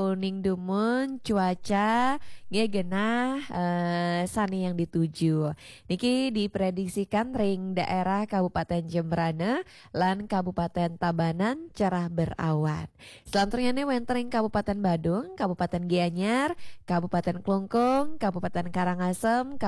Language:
Balinese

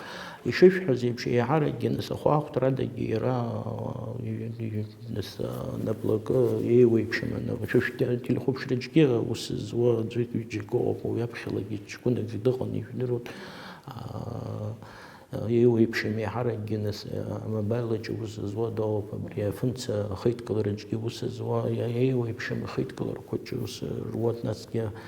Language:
Abkhazian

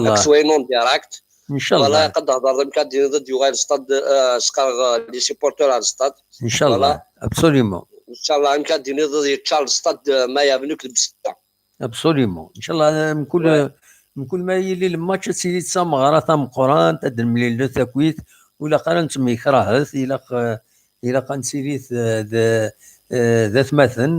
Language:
Kabyle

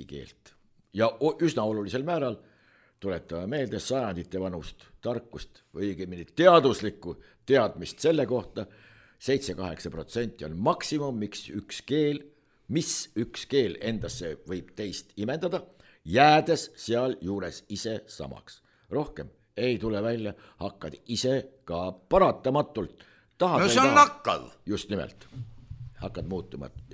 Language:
Estonian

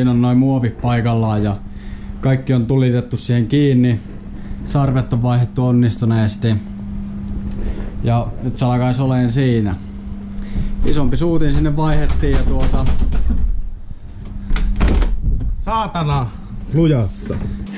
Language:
Finnish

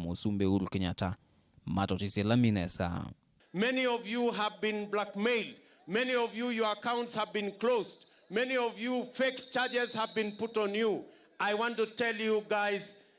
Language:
Kamba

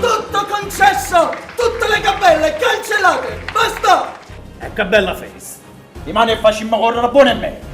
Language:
Neapolitan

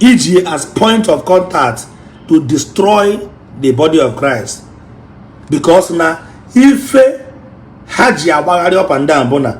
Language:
Igbo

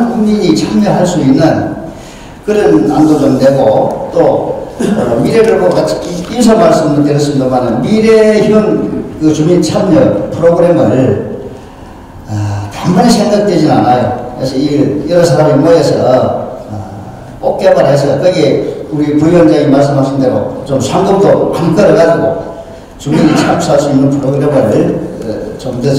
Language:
Korean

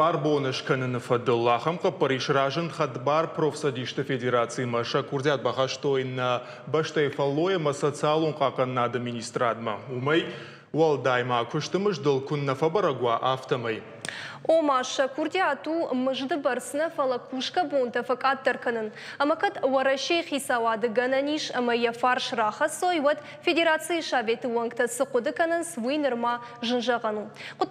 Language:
Ossetic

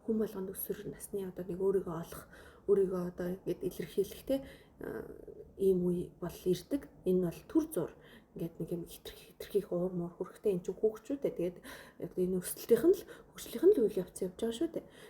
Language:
Mongolian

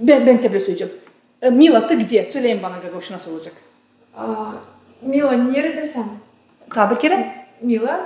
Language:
Gagauz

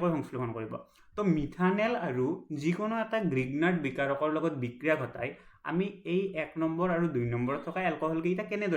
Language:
Assamese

